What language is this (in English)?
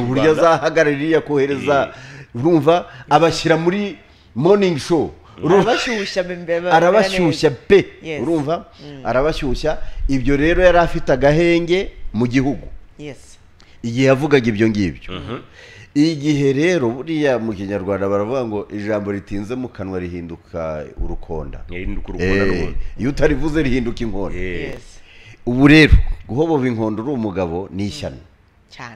Kinyarwanda